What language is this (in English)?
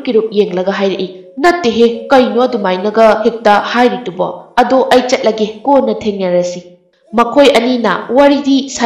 Manipuri